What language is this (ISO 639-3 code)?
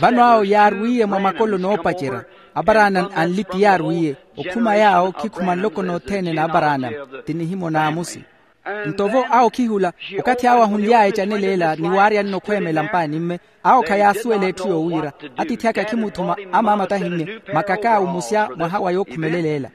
vmw